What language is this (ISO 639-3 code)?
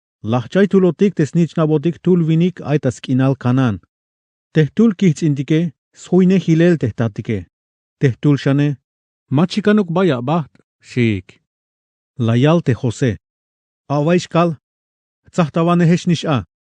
tzh